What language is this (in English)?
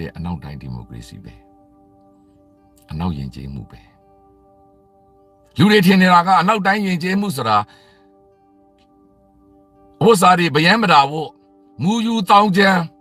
Burmese